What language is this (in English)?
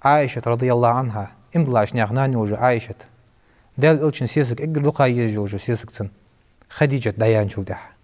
Ingush